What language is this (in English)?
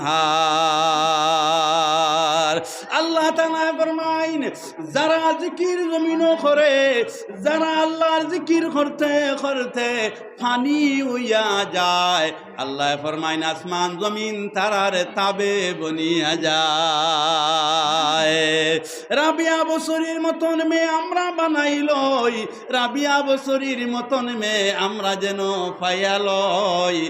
Sylheti